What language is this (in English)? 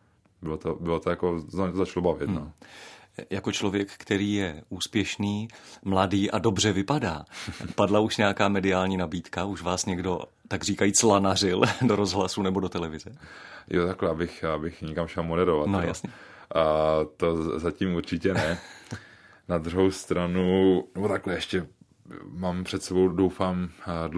Czech